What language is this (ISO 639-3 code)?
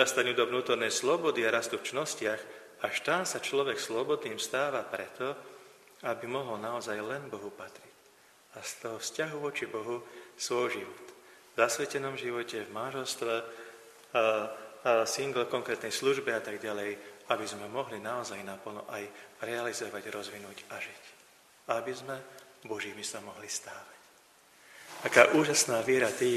slk